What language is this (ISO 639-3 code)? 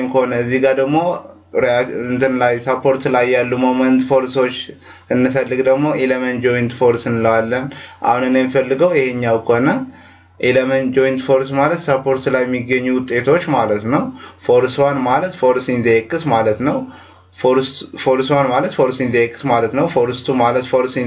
amh